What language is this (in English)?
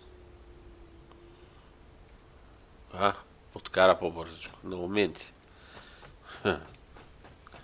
Bulgarian